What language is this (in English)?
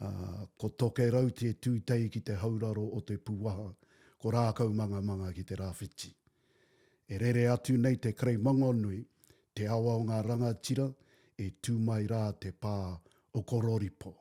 Māori